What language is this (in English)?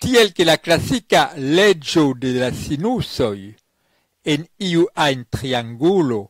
Esperanto